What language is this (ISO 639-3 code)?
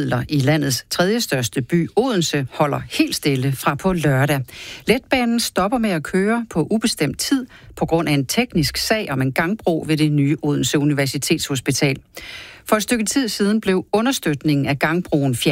dan